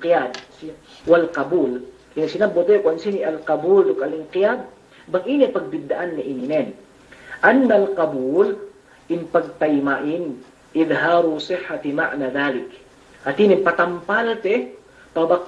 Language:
Yakan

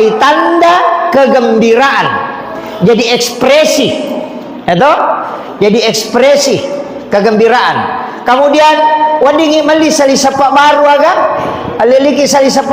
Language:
Buginese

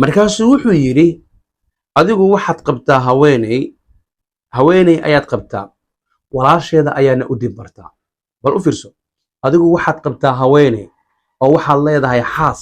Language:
Somali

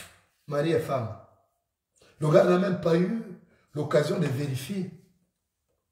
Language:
French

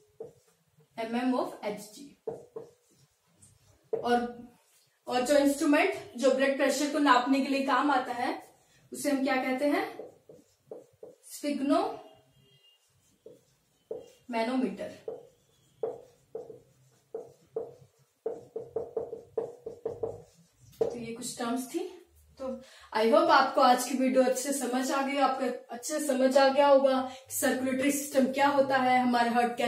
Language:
Hindi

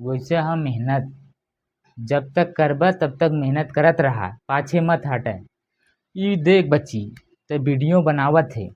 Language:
Bhojpuri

